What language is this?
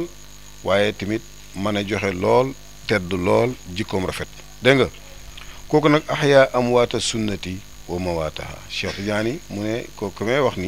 Wolof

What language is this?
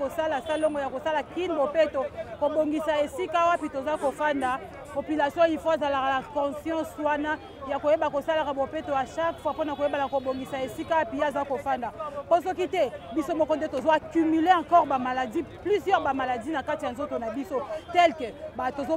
Lingala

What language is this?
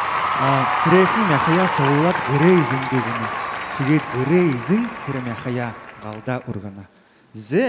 Buriat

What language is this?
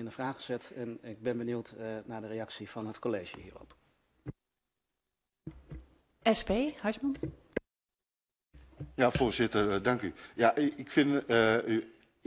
Dutch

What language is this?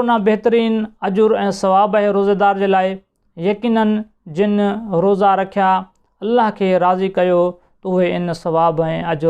Sindhi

